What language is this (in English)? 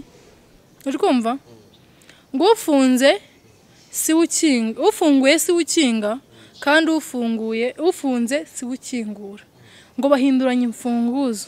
Kinyarwanda